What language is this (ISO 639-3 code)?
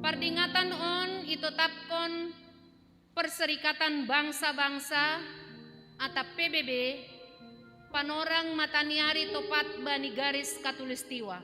bts